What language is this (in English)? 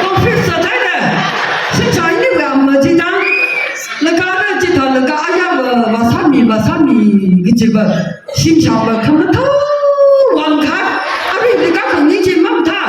Tangkhul Naga (India)